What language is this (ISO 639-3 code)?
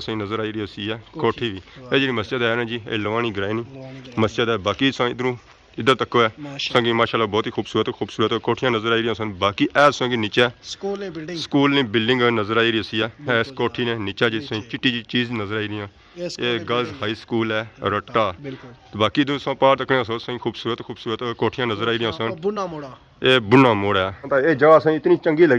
phr